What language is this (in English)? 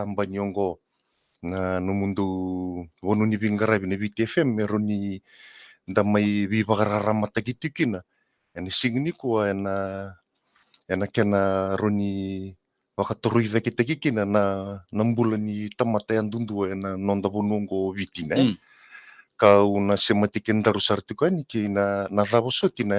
Fijian